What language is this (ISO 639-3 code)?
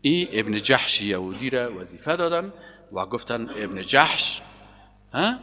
fas